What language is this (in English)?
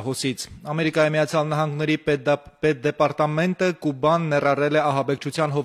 Armenian